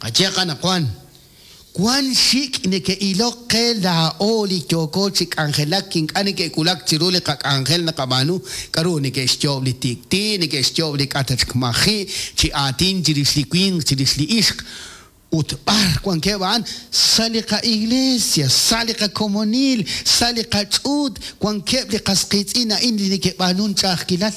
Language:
Kekchí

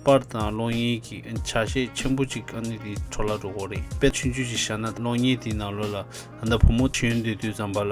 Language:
Tibetan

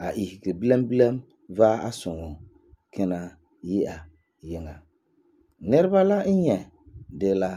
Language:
Frafra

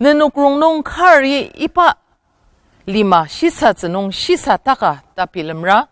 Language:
Ao Naga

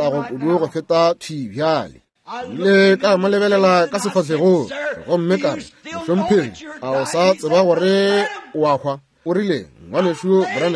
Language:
Northern Sotho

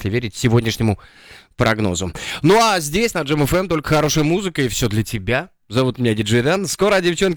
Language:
Russian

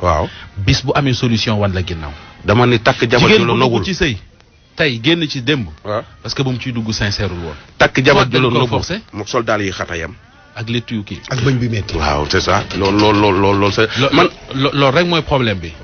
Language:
Wolof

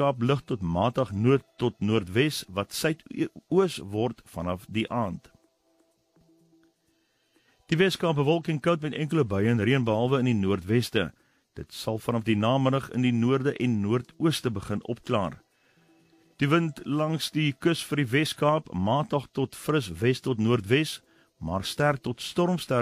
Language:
Afrikaans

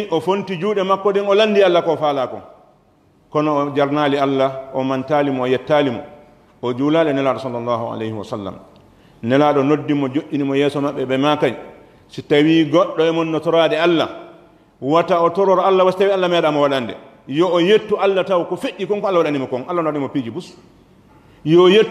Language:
Pular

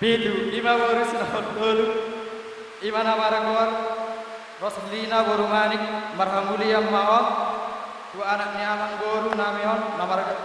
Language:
Batak Toba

